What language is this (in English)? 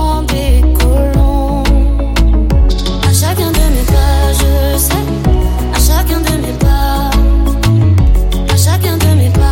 French